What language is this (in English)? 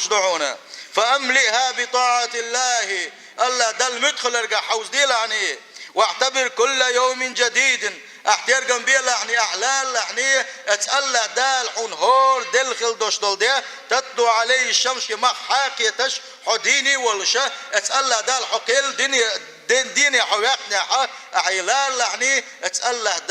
Chechen